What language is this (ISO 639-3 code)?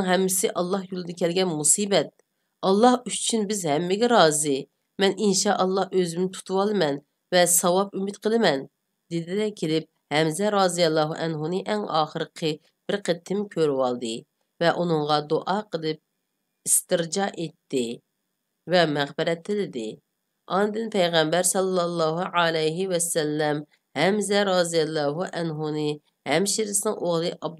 uig